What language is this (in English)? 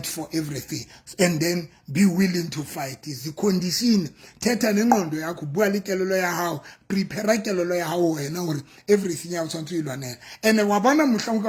Southern Sotho